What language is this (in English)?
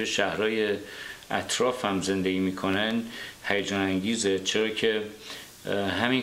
Persian